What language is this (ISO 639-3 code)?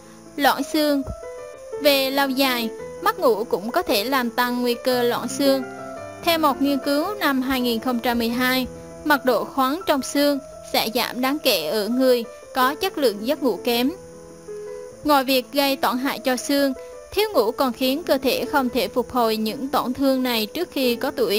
vie